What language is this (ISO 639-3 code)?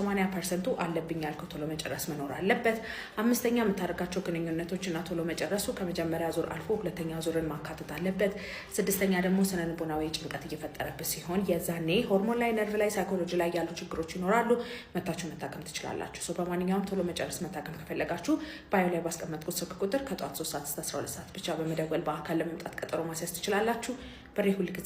amh